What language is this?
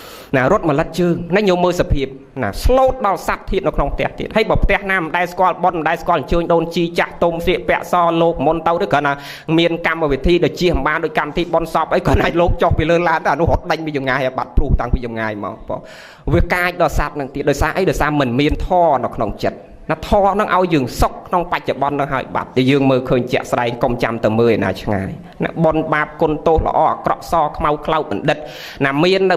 Khmer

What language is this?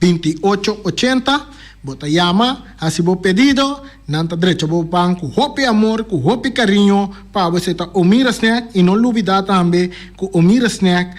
Papiamento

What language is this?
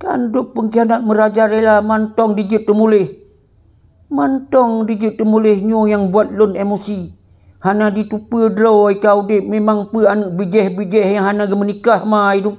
Achinese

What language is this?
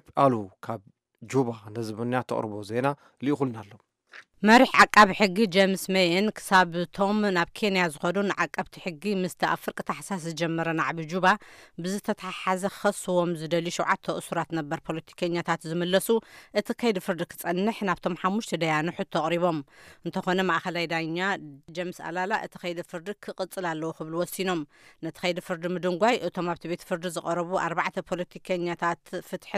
Tigrinya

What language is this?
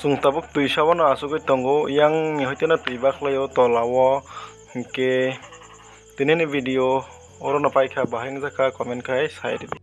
Kok Borok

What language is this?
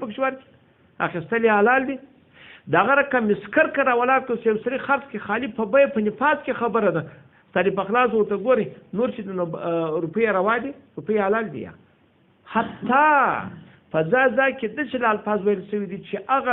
Pashto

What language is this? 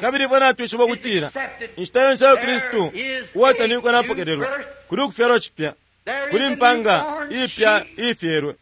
Bemba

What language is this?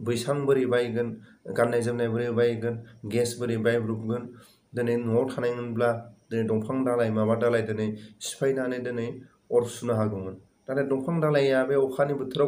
Bodo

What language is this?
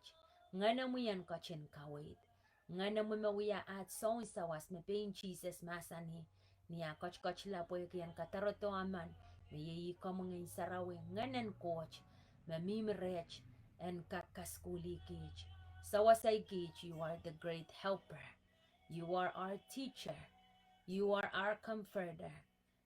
Pohnpeian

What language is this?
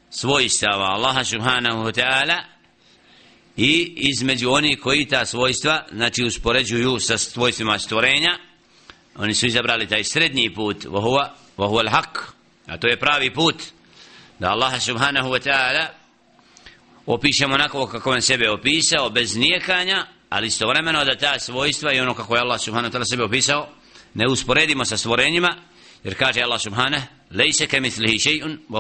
Bosnian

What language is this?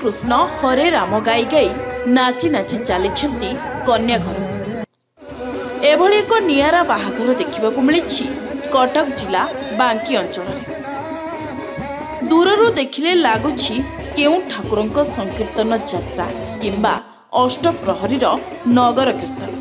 Odia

